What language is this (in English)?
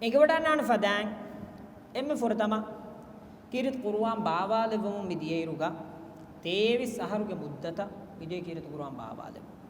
Divehi